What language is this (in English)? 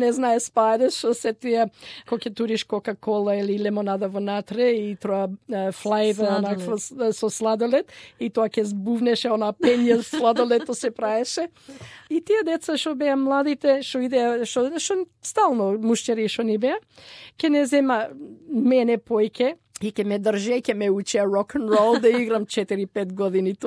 Macedonian